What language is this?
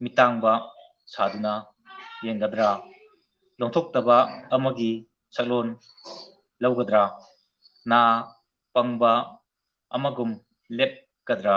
Manipuri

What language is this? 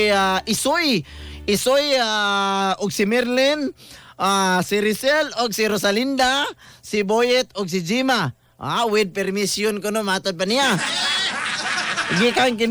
Cebuano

